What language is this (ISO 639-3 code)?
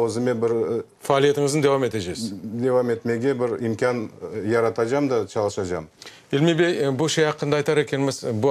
crh